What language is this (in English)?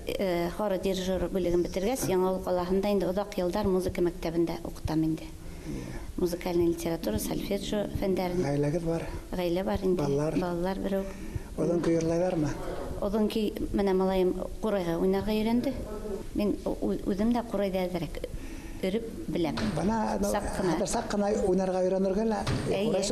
Bashkir